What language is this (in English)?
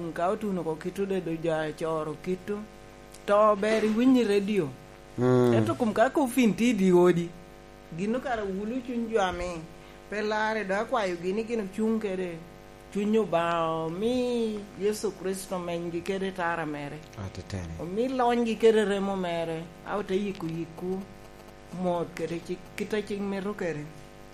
Lango (Uganda)